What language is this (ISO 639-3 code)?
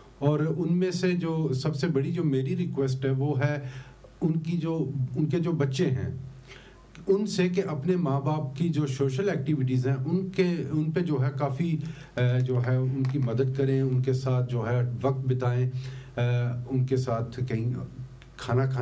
urd